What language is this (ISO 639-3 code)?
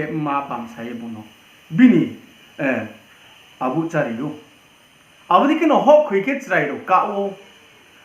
ria